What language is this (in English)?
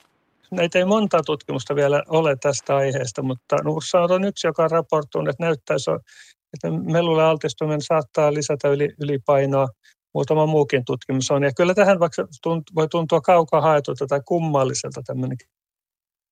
Finnish